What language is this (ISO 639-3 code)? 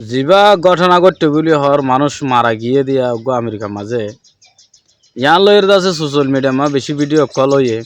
rhg